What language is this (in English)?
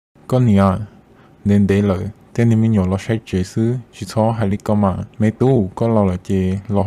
Hmong